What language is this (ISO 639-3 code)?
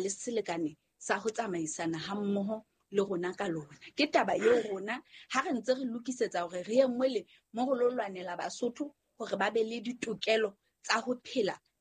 sot